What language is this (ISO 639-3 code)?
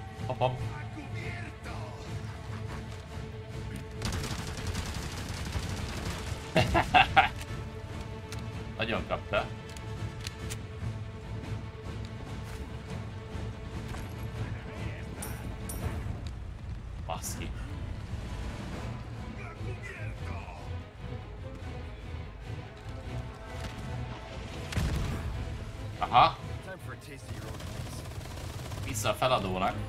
hun